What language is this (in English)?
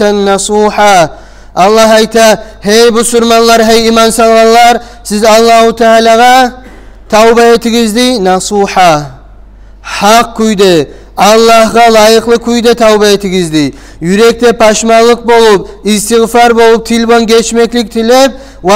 Kumyk